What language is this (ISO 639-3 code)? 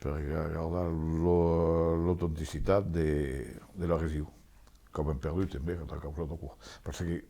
oci